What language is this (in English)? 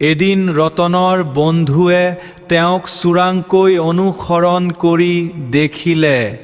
Assamese